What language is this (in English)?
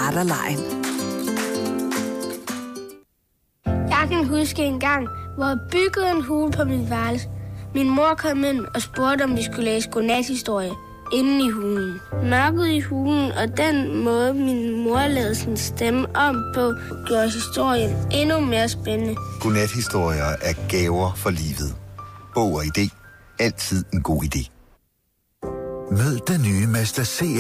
Danish